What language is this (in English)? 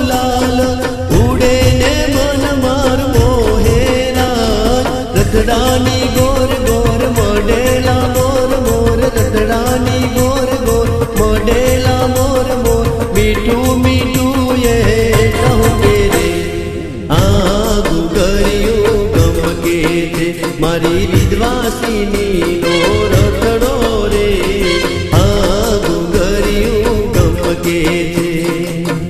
Gujarati